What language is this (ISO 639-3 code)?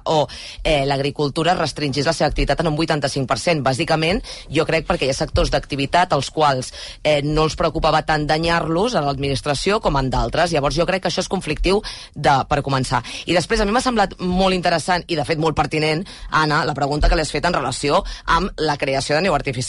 cat